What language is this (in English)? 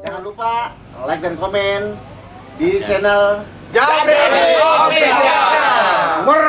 Betawi